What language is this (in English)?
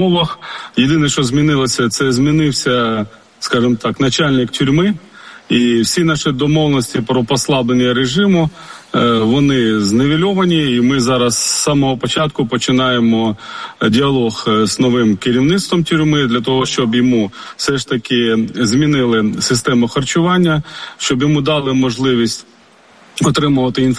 Ukrainian